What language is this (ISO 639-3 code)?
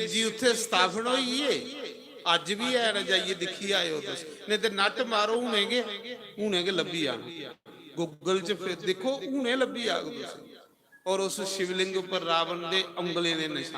doi